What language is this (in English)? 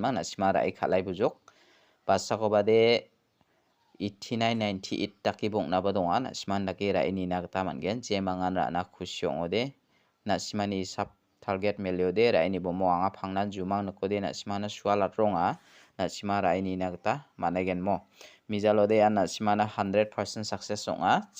Garo